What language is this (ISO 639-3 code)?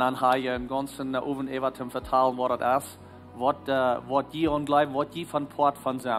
pdt